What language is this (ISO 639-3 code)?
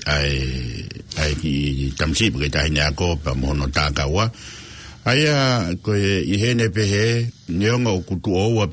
ton